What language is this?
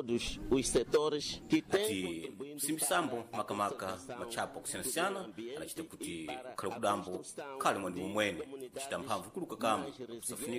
Sena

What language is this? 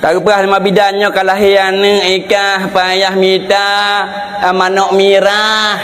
Achinese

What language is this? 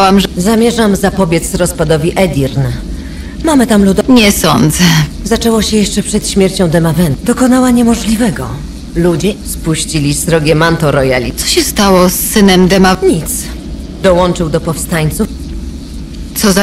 Polish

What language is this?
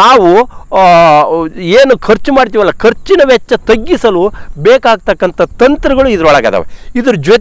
Kannada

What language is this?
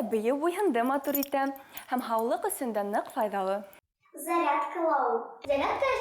Bashkir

